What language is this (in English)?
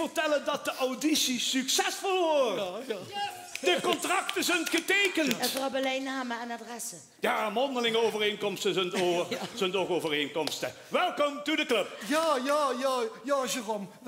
Limburgish